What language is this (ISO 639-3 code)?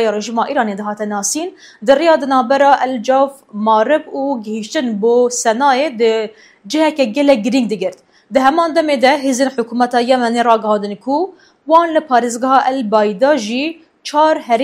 kur